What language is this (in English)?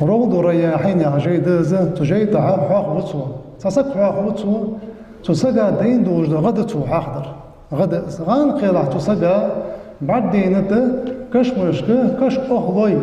Ingush